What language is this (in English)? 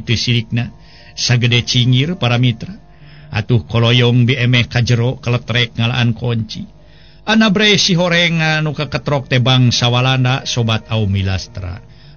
Sundanese